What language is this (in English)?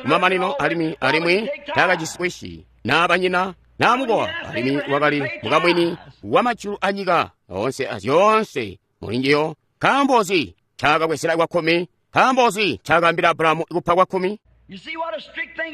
Tonga (Zambia)